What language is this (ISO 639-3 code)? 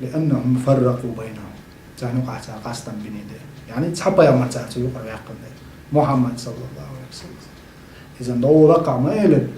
che